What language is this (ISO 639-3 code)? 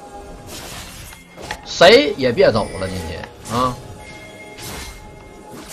zho